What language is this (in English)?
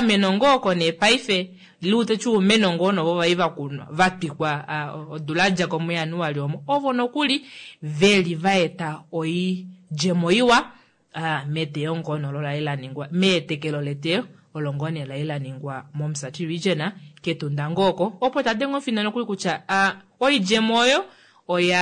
Kuanyama